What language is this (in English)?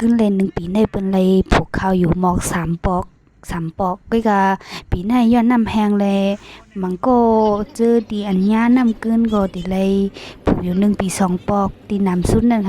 Shan